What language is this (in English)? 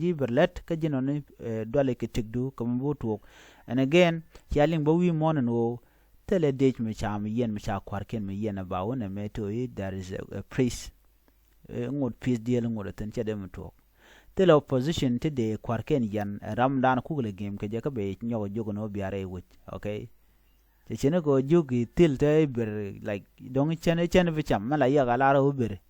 Nuer